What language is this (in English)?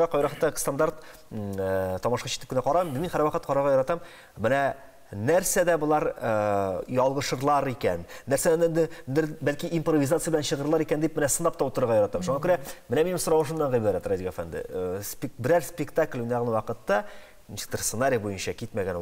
Tatar